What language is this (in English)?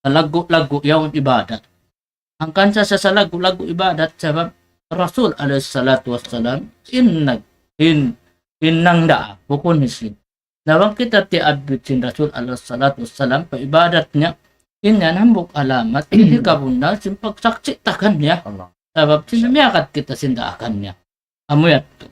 Tausug